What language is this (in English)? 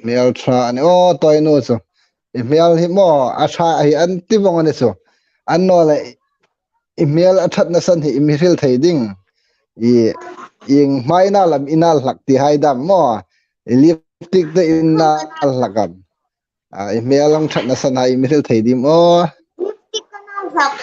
Hmar